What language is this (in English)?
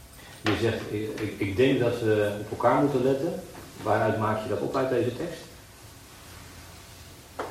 Dutch